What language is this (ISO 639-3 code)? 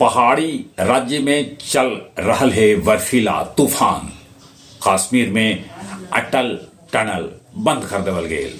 mag